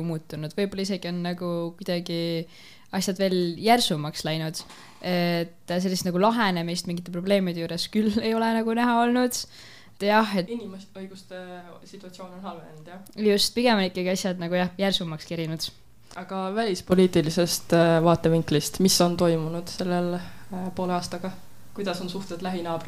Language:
Estonian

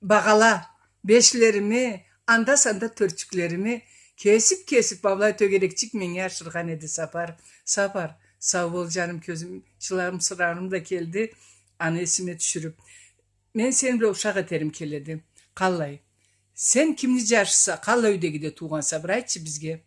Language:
Karachay-Balkar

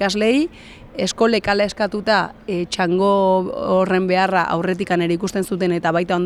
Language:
Basque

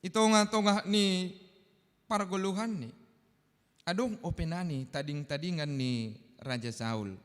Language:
Batak Simalungun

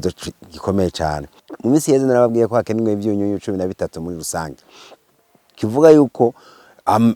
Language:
Rundi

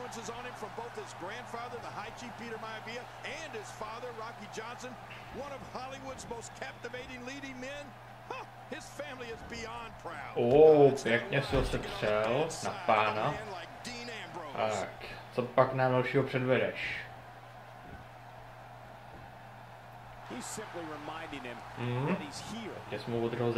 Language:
Czech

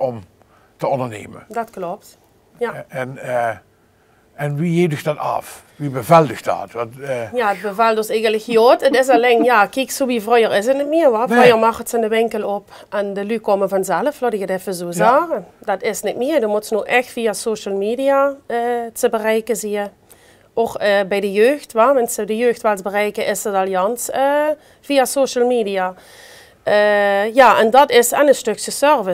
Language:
Limburgish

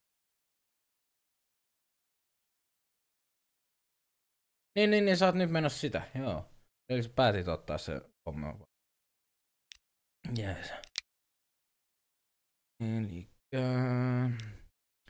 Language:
Finnish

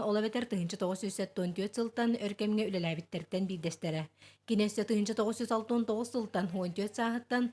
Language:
Yakut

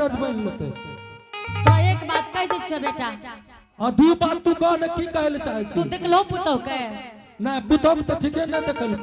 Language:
Angika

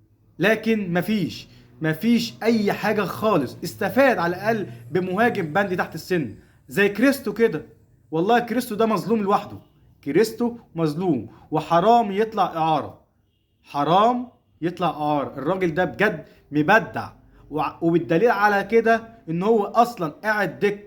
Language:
Egyptian Arabic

